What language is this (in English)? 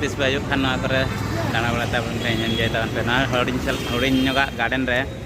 Santali